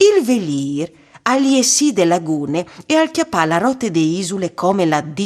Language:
Friulian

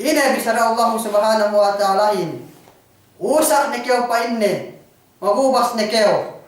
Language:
Yakan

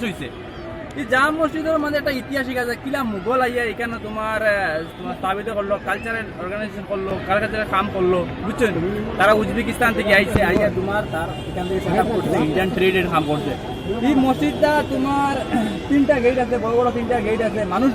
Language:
Sylheti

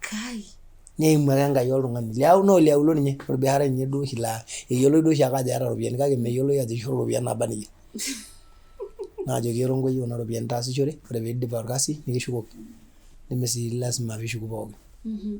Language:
Masai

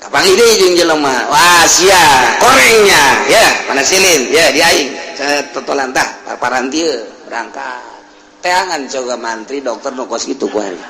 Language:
Sundanese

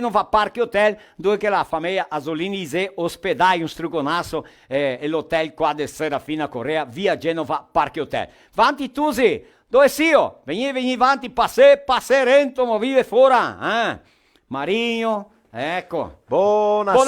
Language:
Venetian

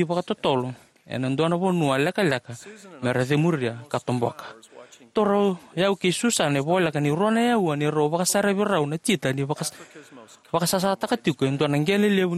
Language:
Fijian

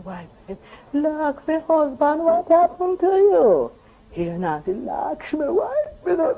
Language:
Jamaican Creole English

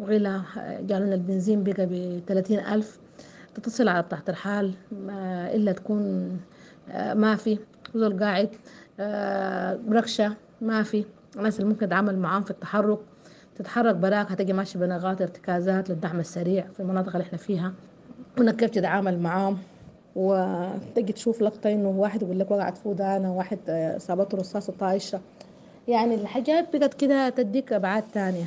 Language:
Sudanese Arabic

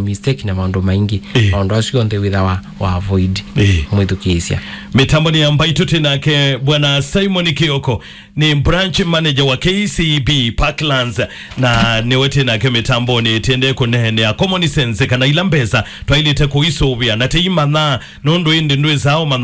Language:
Kamba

